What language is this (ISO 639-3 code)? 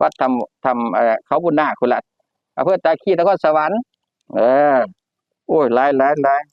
tts